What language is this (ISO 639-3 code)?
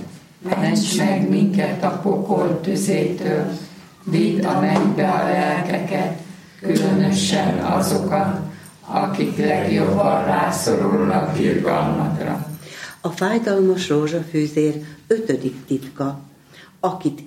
hun